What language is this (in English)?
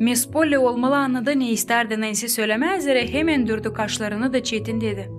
Gagauz